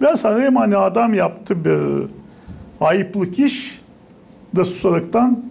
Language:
Gagauz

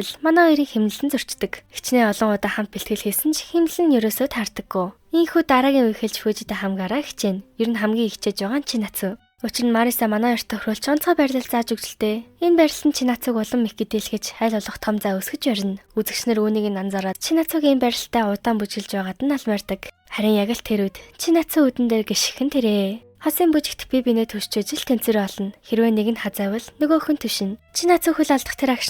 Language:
Mongolian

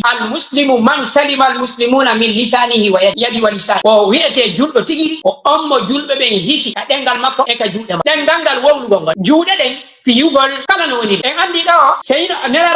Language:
Fula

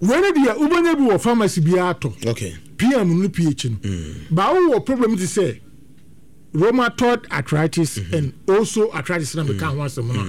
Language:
Akan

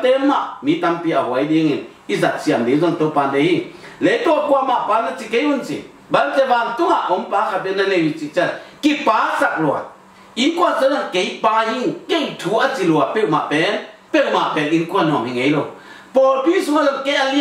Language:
Tedim Chin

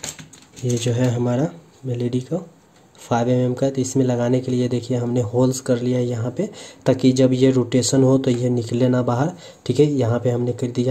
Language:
Hindi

